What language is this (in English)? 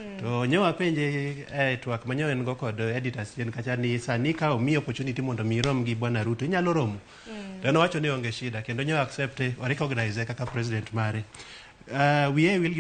Luo (Kenya and Tanzania)